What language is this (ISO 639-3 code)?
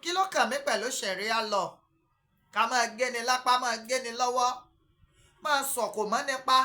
yor